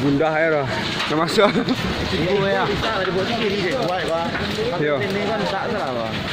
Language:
Minangkabau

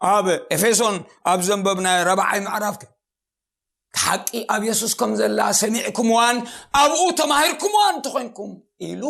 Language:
Tigrinya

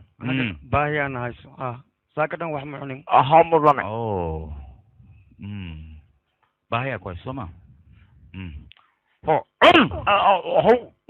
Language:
Somali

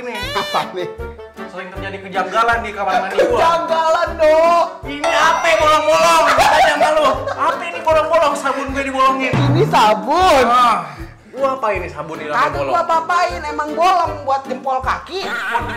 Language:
Betawi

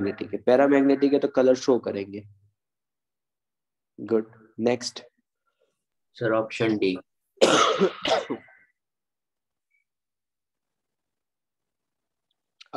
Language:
Hindi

